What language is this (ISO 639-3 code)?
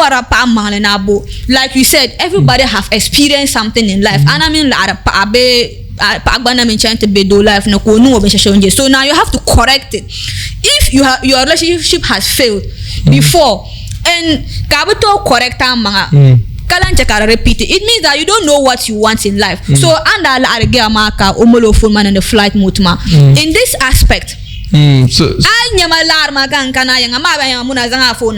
dag